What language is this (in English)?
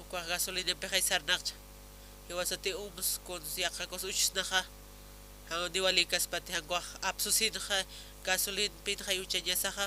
Aymara